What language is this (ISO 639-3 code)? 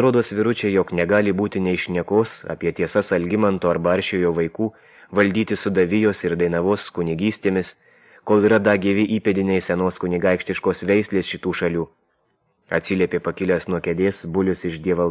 lit